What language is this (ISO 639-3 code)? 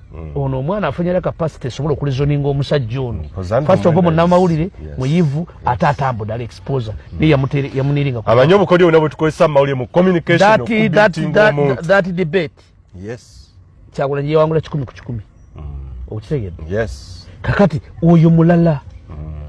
lug